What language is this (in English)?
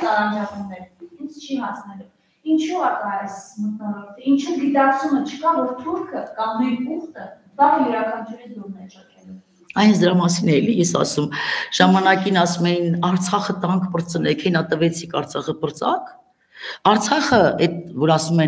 Armenian